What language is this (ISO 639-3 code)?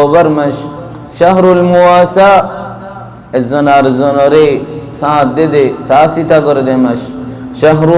rhg